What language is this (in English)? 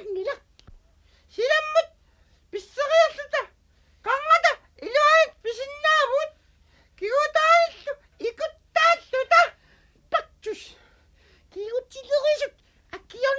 Kalaallisut